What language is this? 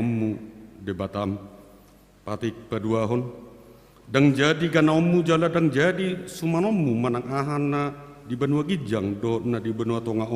Batak Toba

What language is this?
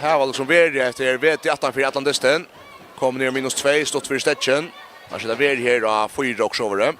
Faroese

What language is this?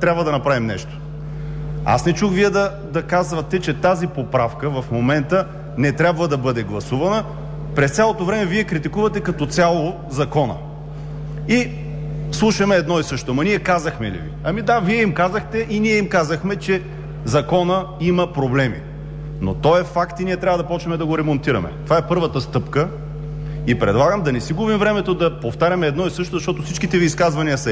Bulgarian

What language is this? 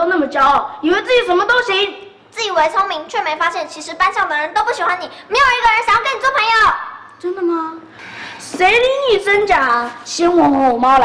Chinese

